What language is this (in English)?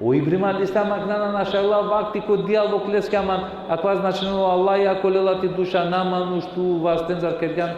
Balkan Romani